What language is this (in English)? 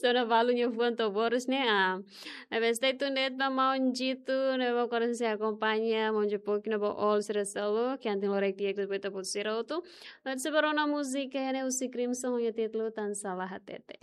Tetum